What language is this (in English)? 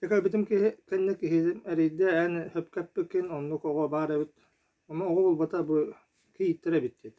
Yakut